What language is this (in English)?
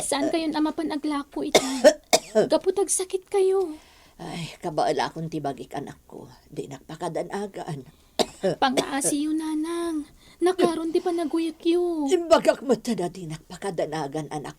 Iloko